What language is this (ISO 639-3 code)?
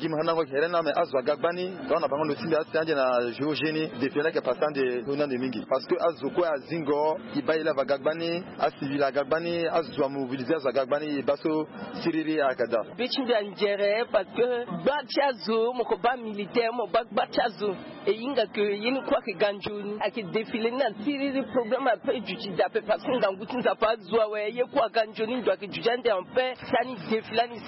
sag